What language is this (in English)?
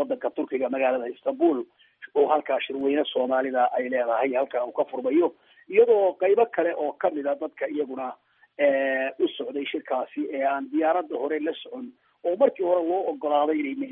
Somali